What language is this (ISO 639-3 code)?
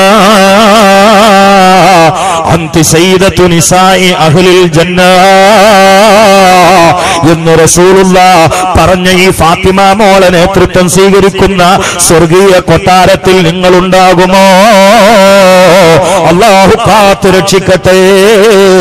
mal